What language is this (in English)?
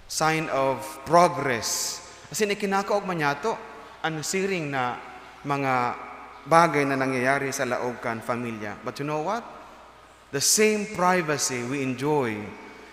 Bikol